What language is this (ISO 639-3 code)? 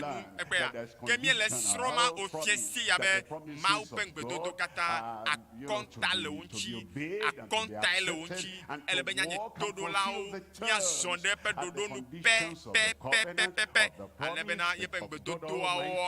ewe